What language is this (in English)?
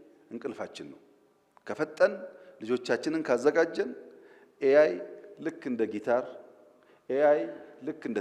Amharic